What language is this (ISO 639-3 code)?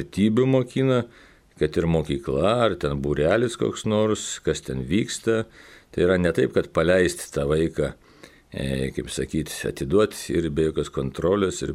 lit